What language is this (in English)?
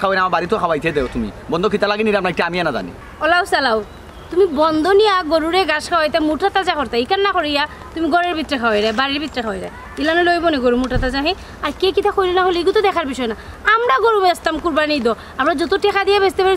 Sylheti